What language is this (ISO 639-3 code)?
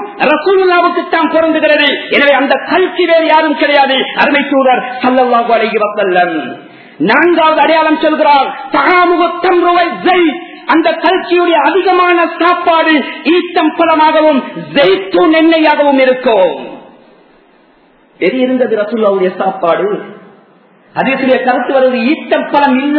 tam